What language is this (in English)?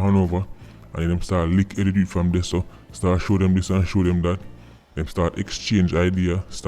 Jamaican Creole English